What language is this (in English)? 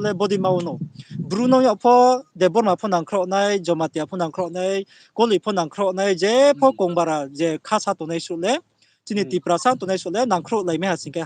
Riang (India)